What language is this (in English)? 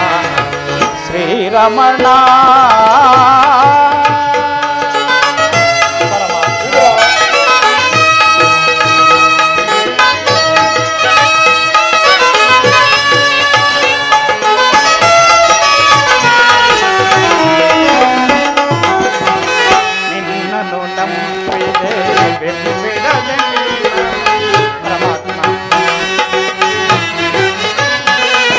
Kannada